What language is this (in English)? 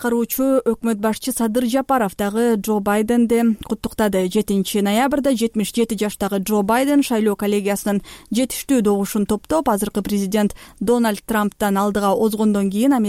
Kyrgyz